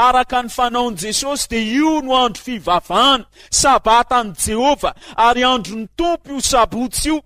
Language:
Malagasy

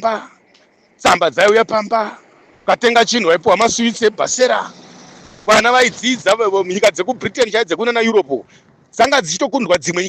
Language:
Shona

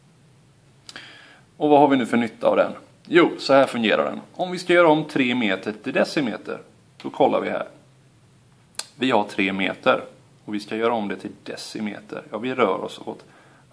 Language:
Swedish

